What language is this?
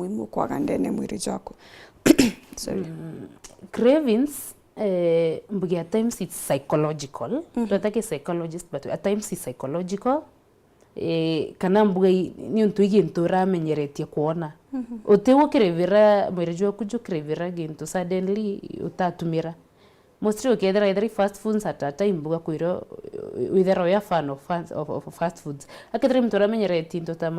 Meru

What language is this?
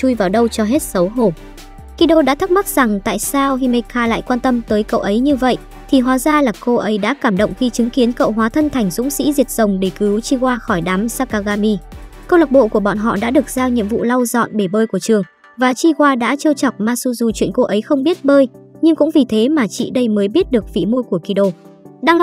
Vietnamese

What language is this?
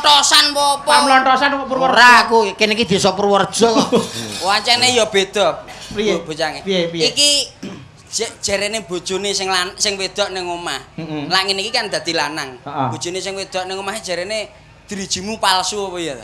Javanese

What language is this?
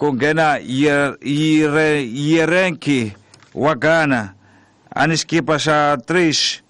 Tsonga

